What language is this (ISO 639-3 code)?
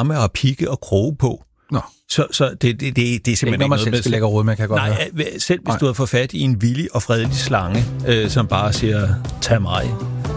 dan